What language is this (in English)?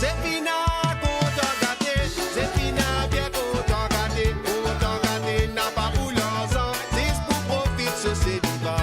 Morisyen